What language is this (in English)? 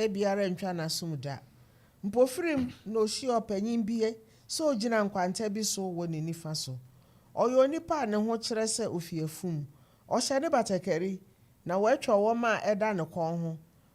Akan